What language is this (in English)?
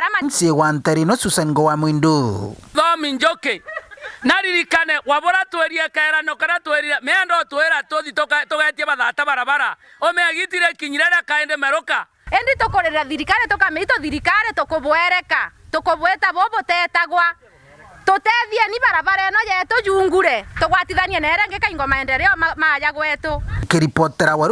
Meru